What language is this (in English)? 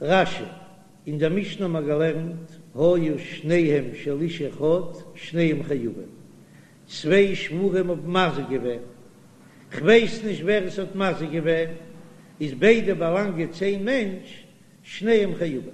Yiddish